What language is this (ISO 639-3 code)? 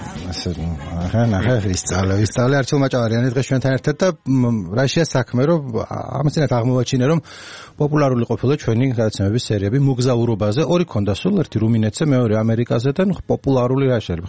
kat